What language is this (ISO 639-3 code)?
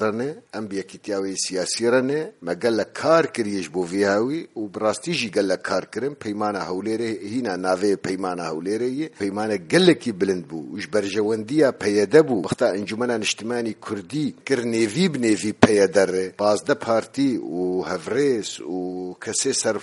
kur